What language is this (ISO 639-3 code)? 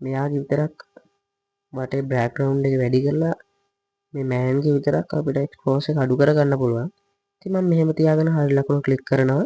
sin